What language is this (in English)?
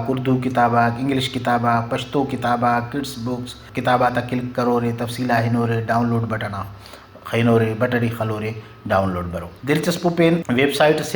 Brahui